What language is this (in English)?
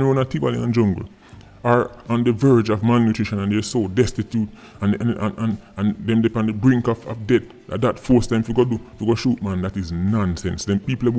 Jamaican Creole English